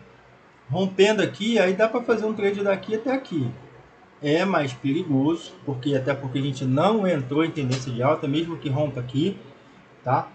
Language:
Portuguese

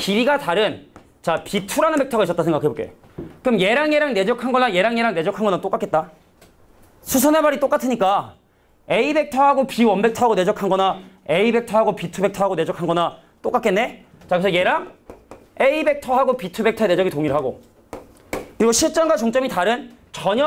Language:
Korean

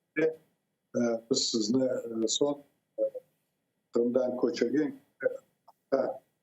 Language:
Crimean Tatar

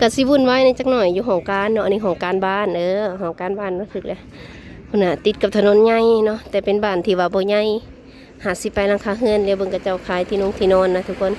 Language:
Lao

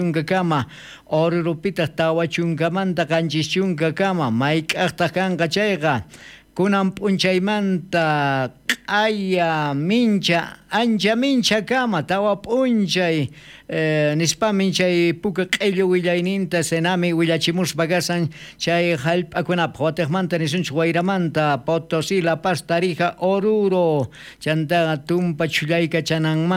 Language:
South Bolivian Quechua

